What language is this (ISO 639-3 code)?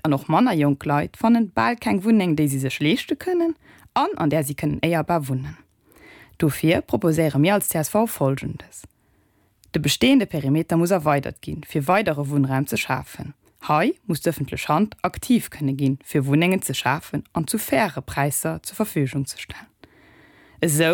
ltz